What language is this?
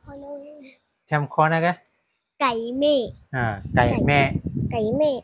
Shan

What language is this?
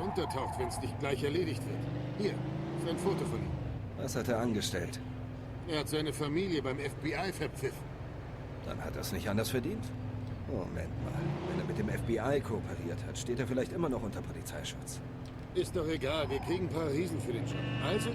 Swiss German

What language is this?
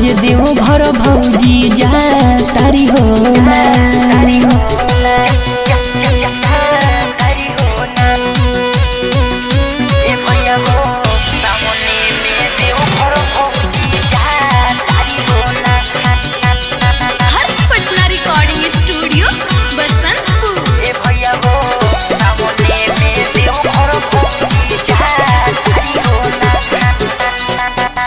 Bhojpuri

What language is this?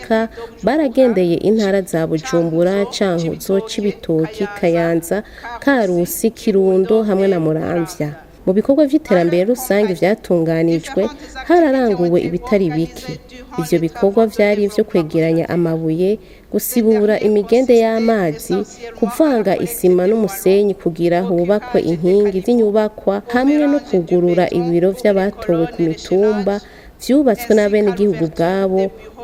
Rundi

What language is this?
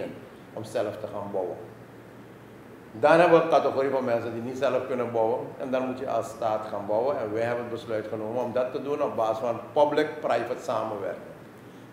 Dutch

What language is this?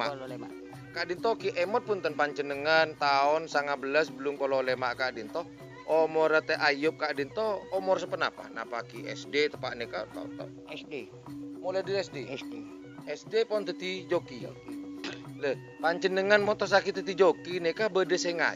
Madurese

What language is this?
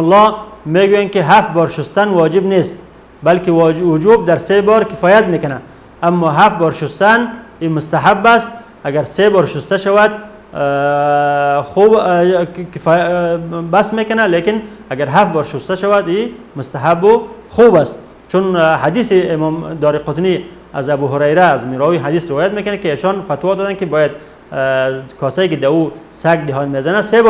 Persian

